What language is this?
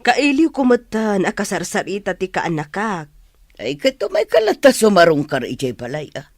Iloko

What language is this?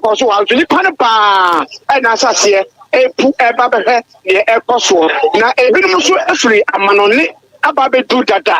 Akan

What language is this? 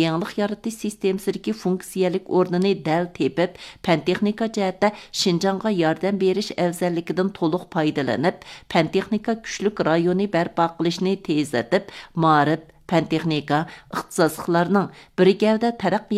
Uyghur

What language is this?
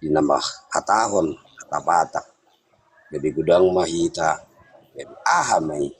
Batak Toba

